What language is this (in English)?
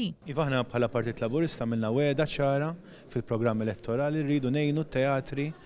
Maltese